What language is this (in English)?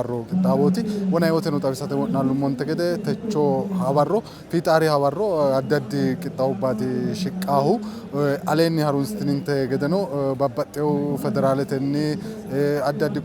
Sidamo